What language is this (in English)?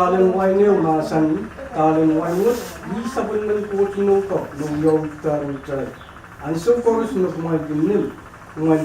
Pohnpeian